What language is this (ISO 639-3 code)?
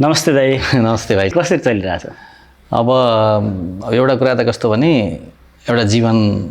nep